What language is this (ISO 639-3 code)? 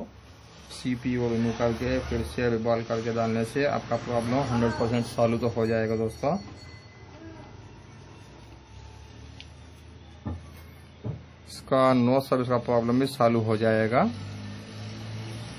hin